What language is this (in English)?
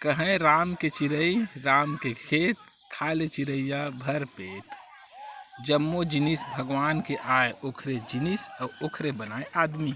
Chhattisgarhi